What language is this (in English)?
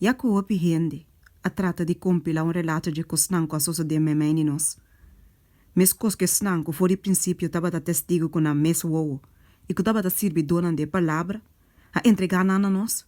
Papiamento